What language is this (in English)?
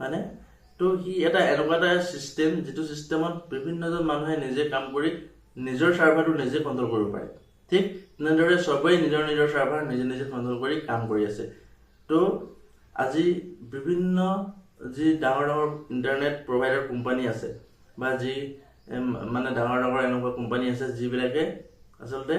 Assamese